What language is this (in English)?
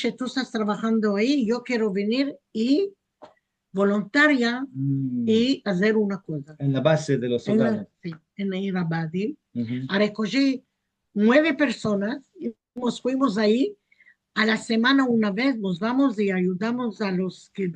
Ladino